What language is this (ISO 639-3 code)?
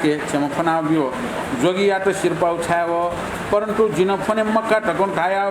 new